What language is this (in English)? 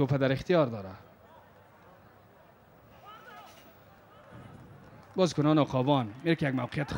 Persian